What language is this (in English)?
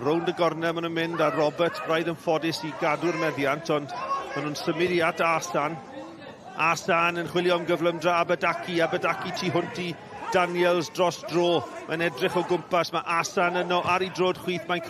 Welsh